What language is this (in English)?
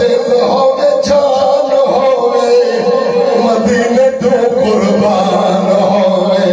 Saraiki